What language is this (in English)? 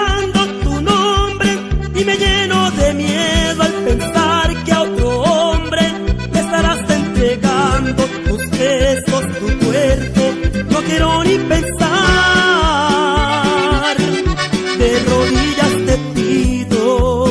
Spanish